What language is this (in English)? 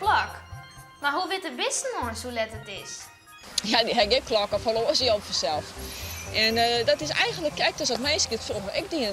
Western Frisian